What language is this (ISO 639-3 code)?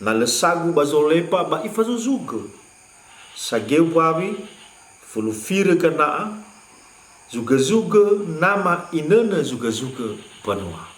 nia